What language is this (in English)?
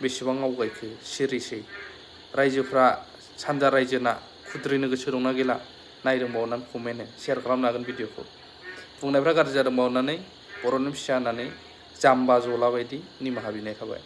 Bodo